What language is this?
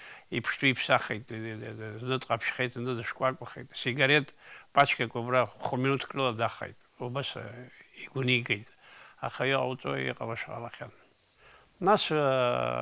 Abkhazian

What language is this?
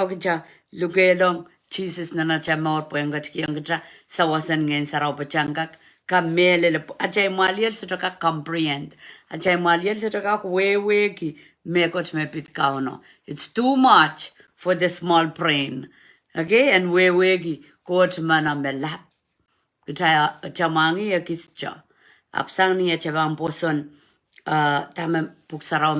Pohnpeian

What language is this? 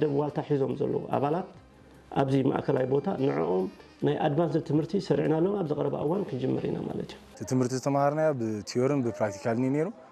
Tigrinya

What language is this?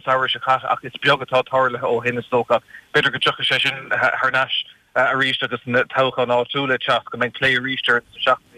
Irish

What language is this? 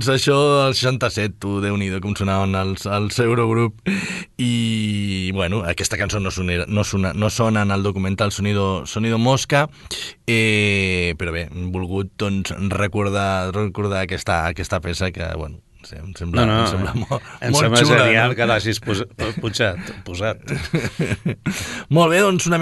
Catalan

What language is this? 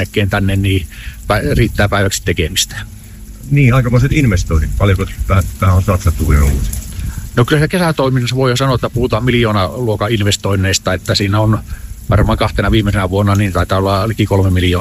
Finnish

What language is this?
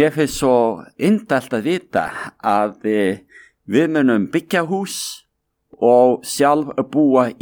Icelandic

